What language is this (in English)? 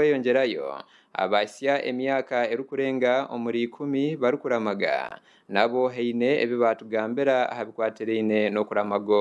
Nyankole